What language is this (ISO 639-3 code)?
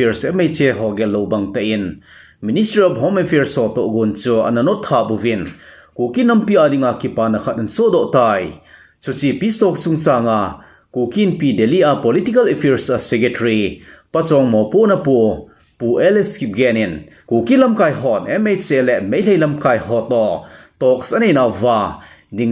tcz